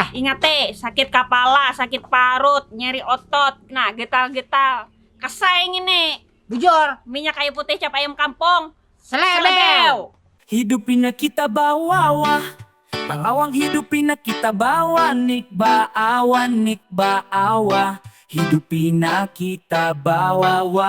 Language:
Banjar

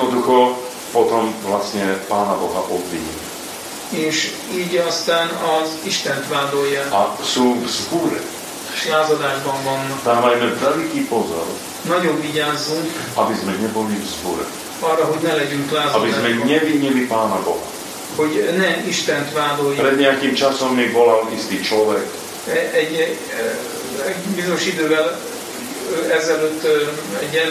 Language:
Slovak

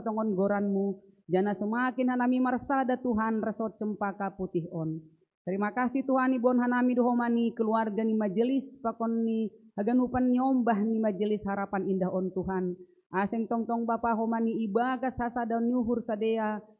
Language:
Batak Simalungun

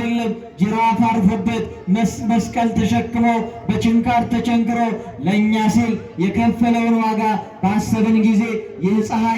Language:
Amharic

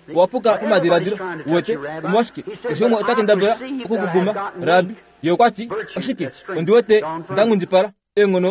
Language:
Kuanyama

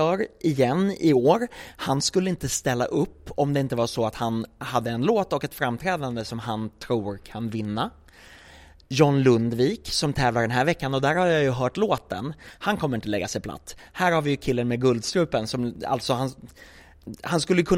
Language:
Swedish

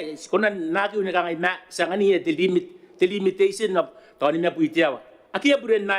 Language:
Gilbertese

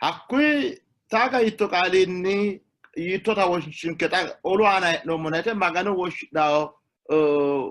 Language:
Sidamo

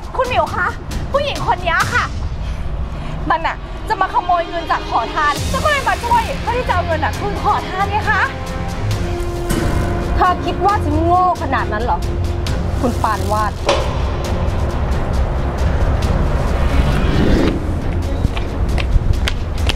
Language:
Thai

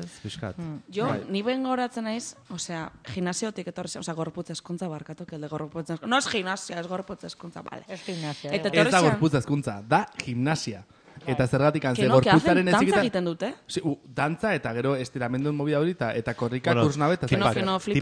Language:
Basque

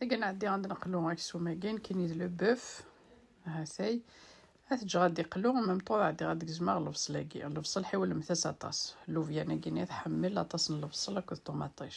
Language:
Kabyle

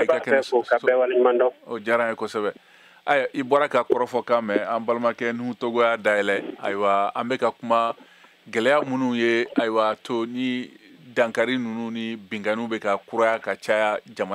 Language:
Bambara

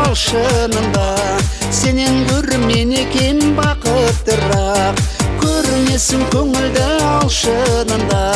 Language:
Kara-Kalpak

